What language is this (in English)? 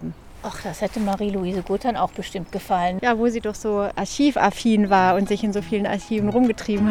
German